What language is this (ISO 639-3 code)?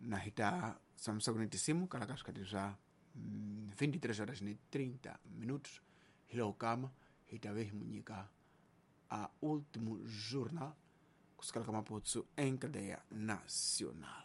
tso